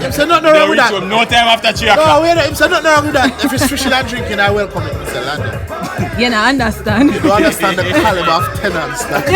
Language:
Jamaican Creole English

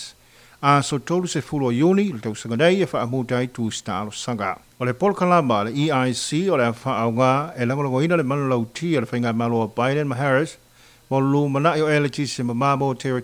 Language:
Samoan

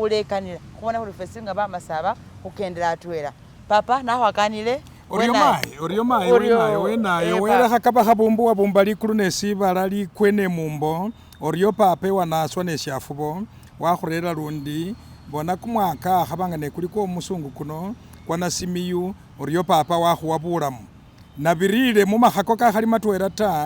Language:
Masaaba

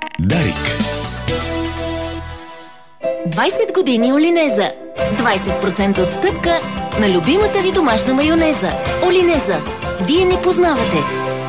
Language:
Bulgarian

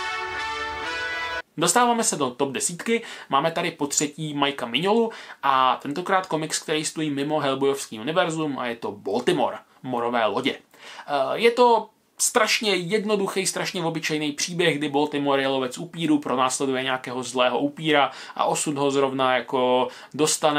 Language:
Czech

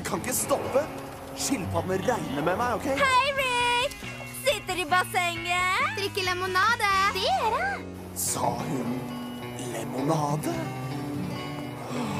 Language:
Norwegian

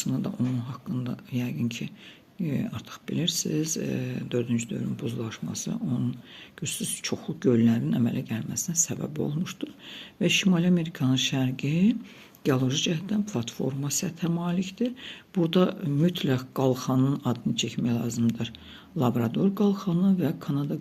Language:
Azerbaijani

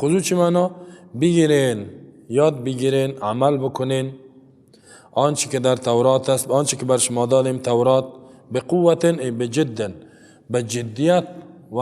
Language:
Persian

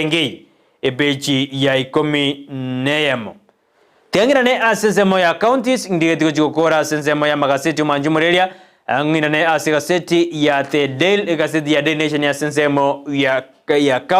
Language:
Gusii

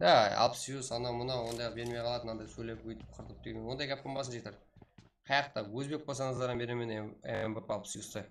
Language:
Kara-Kalpak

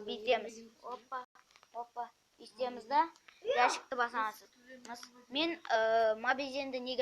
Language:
Kazakh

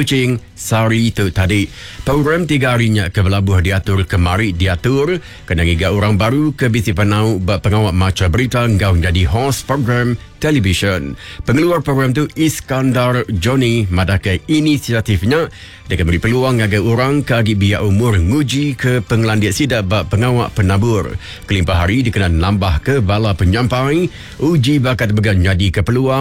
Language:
Iban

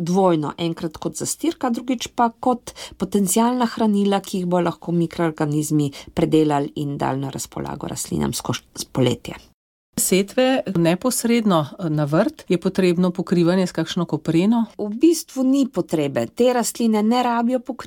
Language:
Slovenian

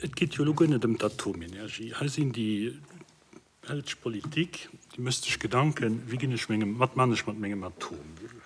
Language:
Luxembourgish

